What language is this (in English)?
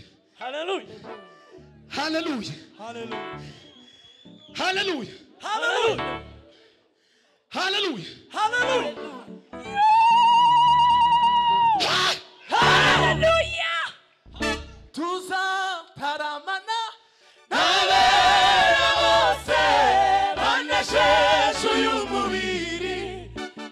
Kinyarwanda